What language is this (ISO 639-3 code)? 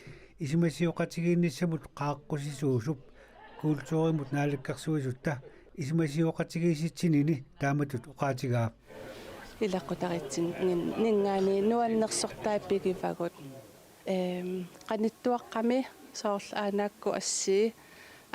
kal